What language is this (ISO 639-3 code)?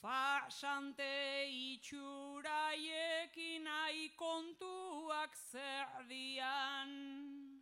eus